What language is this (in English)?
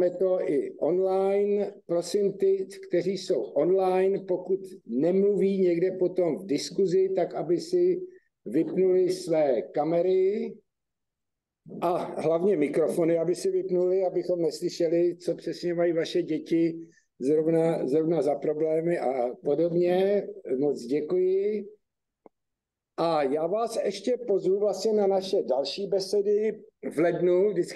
Czech